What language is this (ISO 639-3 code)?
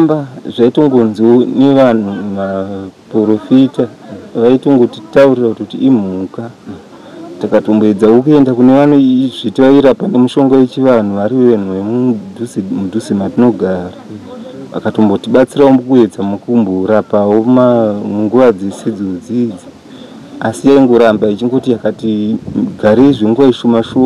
sna